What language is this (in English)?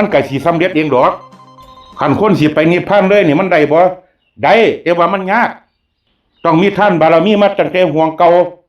Northeastern Thai